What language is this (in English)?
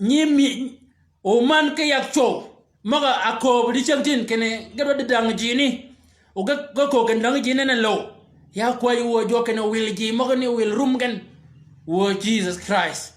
Shilluk